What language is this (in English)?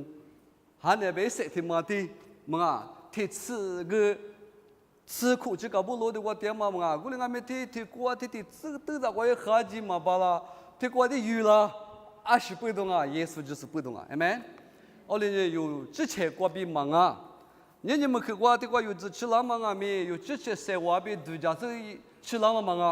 Lisu